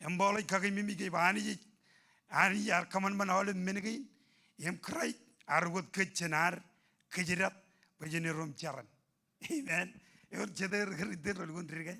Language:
Marshallese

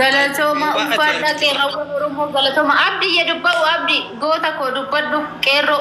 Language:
Oromo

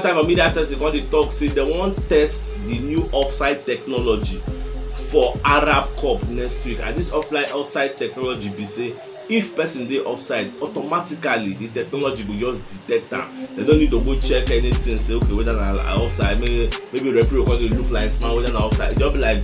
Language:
Nigerian Pidgin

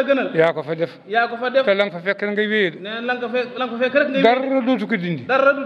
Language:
Wolof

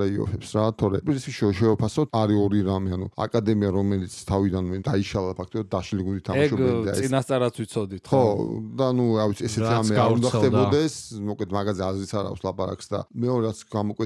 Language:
Georgian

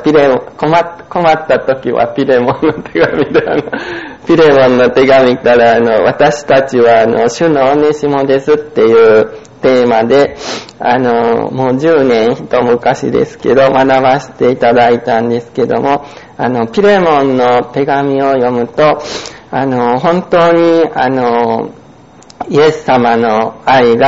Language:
Japanese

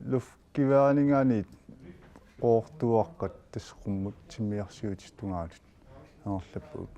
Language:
Kalaallisut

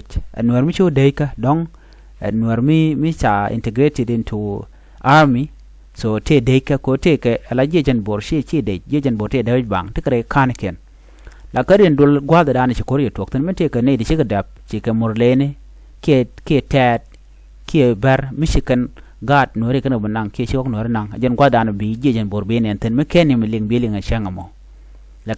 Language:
Nuer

